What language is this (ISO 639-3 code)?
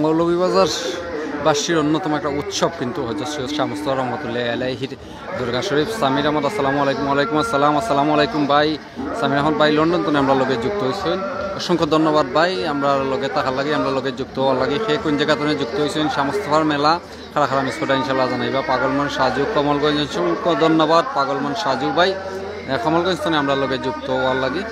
syl